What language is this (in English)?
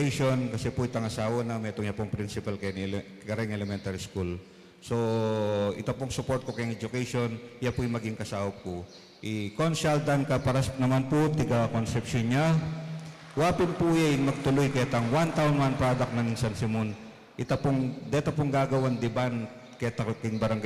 Pampanga